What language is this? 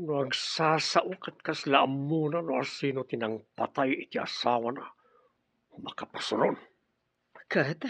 Iloko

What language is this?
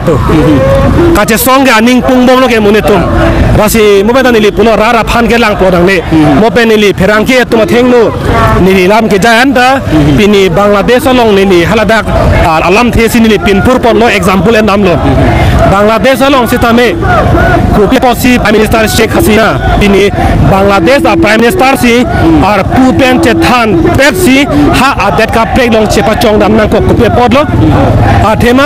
Karbi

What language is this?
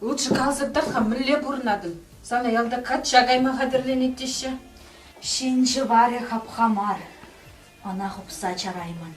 Chuvash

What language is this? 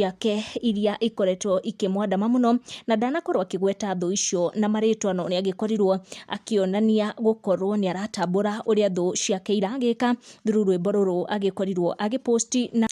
Kikuyu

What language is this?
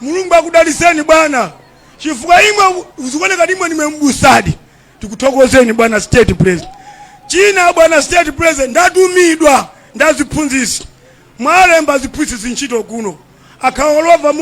Nyanja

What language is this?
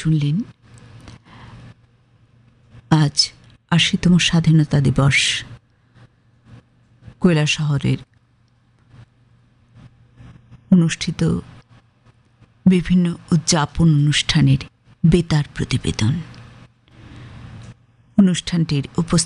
Bangla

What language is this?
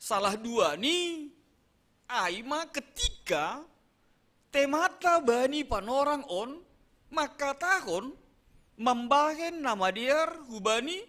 Batak Simalungun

